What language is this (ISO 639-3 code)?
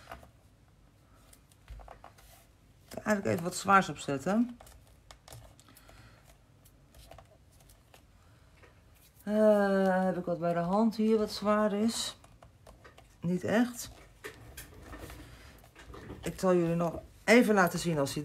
nld